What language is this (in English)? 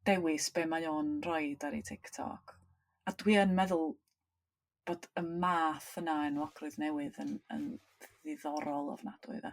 Welsh